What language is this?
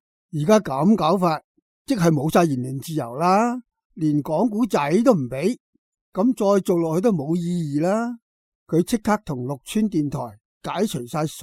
Cantonese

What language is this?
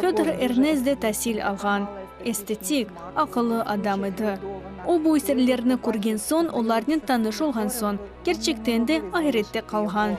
Crimean Tatar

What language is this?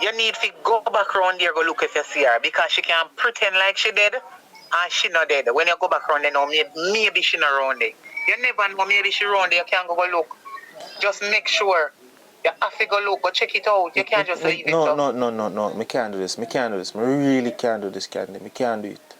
Jamaican Creole English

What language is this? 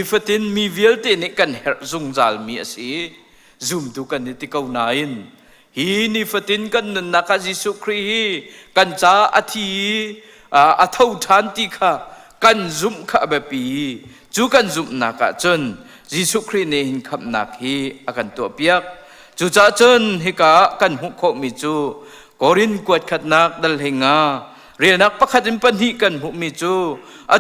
Hakha Chin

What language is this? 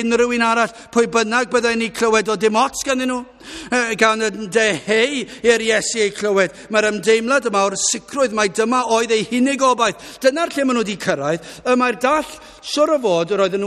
Welsh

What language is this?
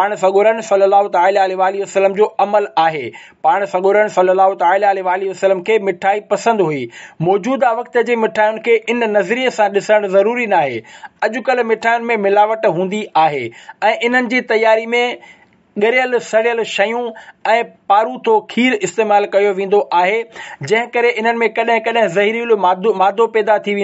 Sindhi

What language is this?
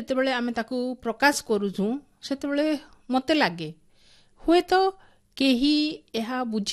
Odia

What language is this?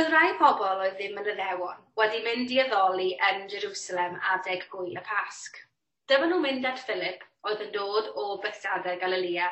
Welsh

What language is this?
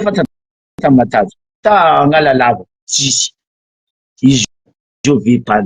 Malagasy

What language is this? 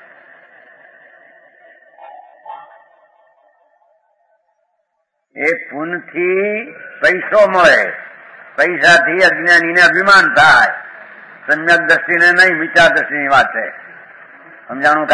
Gujarati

